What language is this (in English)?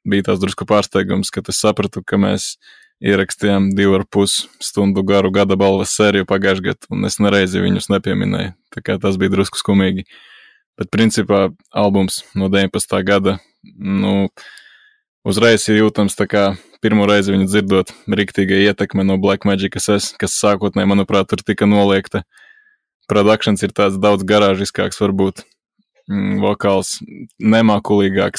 Latvian